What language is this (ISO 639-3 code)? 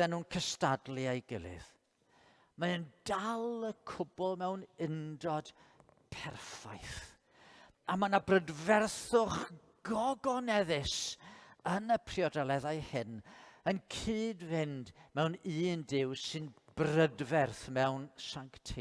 cym